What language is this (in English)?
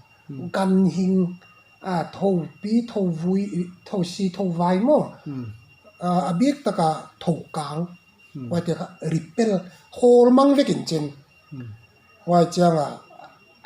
Paite Chin